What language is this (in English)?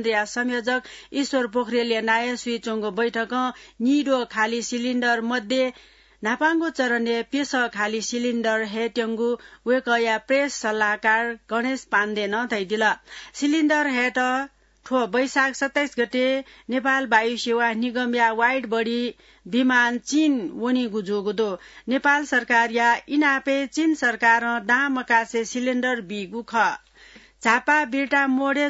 Newari